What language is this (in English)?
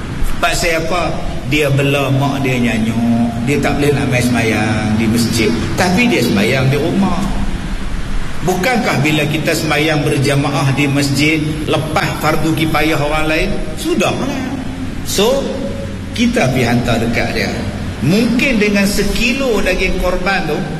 Malay